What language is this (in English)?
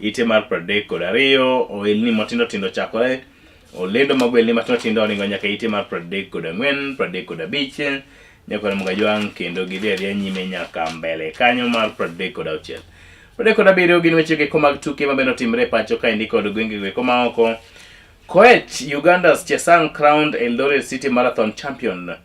Luo (Kenya and Tanzania)